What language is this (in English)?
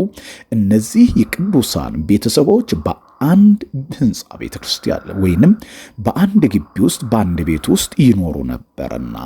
Amharic